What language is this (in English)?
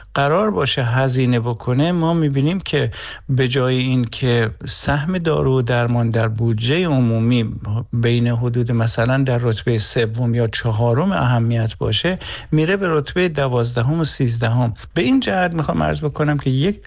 Persian